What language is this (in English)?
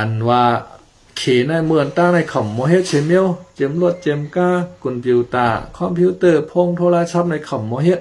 Shan